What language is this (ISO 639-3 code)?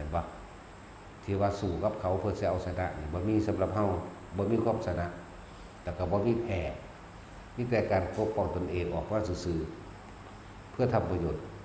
tts